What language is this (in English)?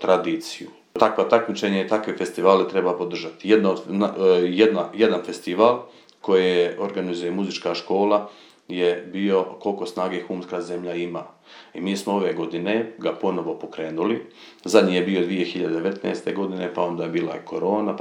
Serbian